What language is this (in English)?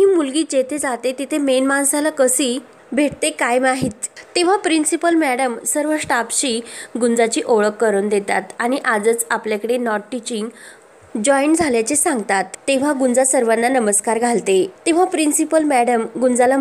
Marathi